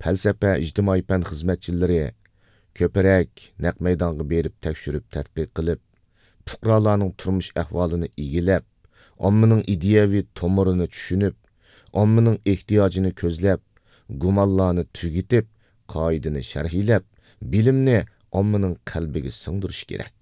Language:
Uyghur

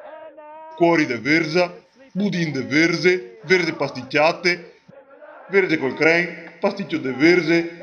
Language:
Venetian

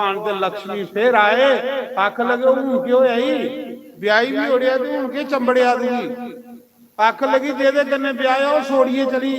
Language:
Dogri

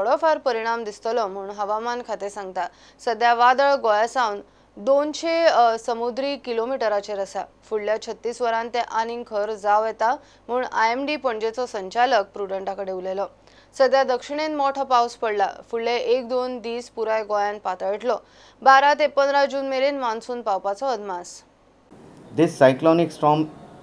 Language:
Konkani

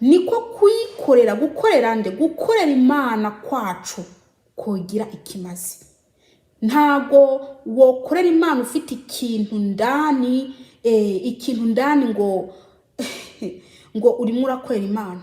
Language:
Kinyarwanda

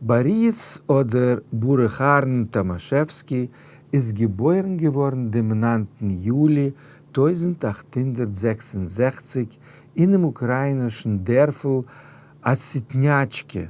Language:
Yiddish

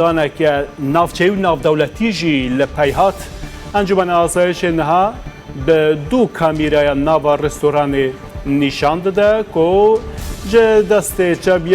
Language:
Kurdish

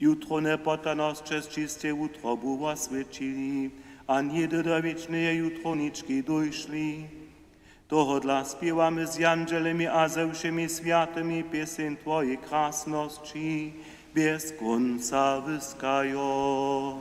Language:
Upper Sorbian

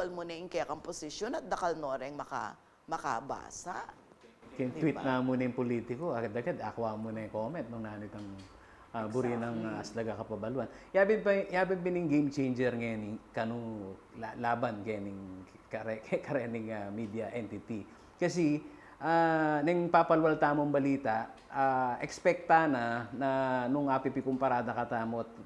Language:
Pampanga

